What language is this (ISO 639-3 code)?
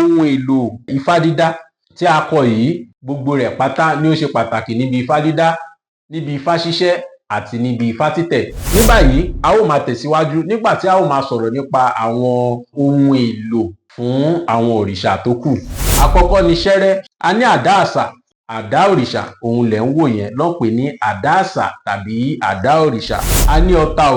yor